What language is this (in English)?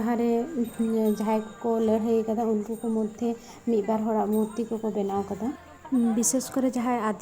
Santali